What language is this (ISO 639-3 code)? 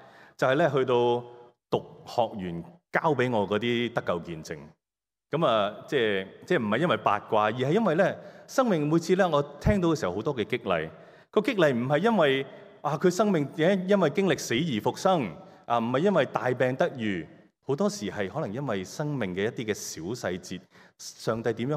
yue